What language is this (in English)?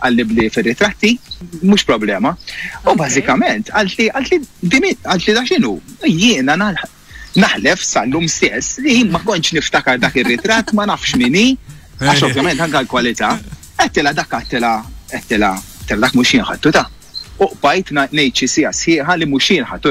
Maltese